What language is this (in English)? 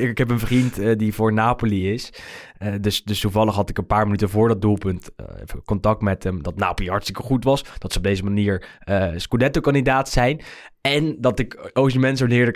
Dutch